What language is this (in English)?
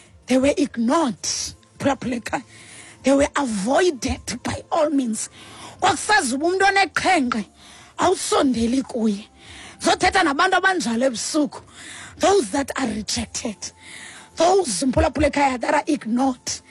Xhosa